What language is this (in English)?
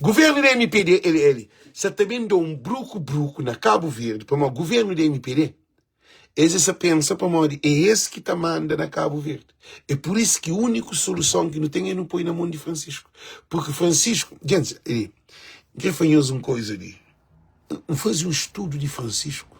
Kabuverdianu